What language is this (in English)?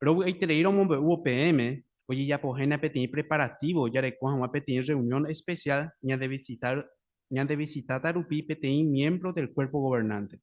Guarani